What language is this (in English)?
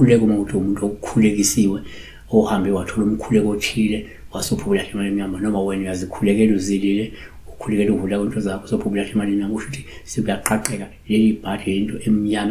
Zulu